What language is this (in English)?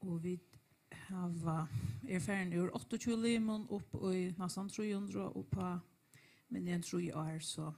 Faroese